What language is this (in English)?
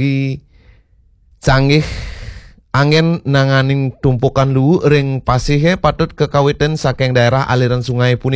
Balinese